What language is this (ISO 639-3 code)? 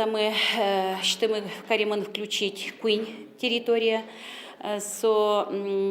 udm